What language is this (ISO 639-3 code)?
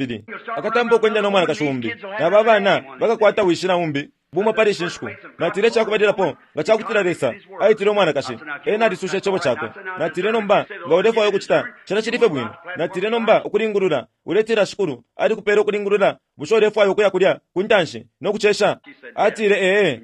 bem